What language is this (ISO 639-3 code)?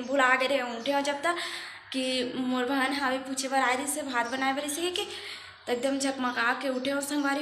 hne